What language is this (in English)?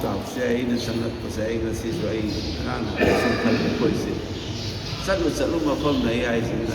Manipuri